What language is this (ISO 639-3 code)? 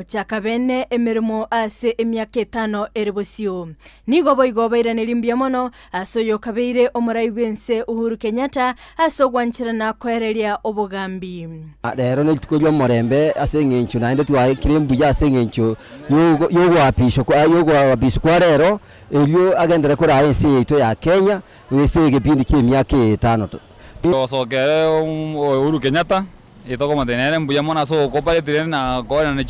guz